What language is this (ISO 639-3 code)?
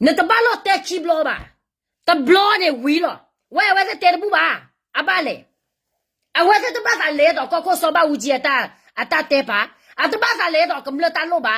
ksw